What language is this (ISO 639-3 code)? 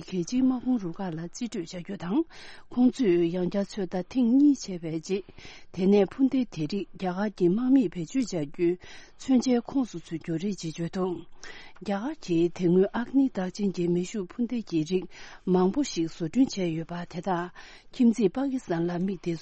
bod